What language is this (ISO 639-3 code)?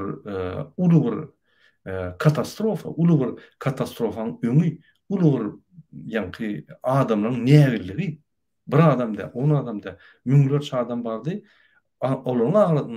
tuk